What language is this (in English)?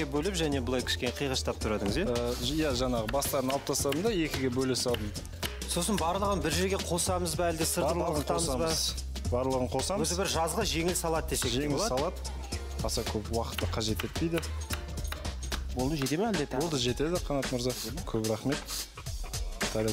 Kazakh